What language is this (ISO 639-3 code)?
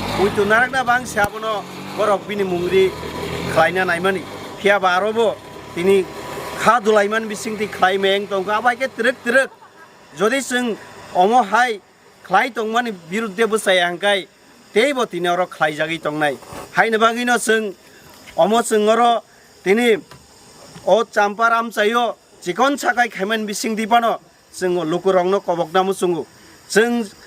trp